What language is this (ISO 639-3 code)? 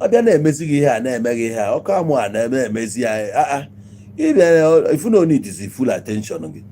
ibo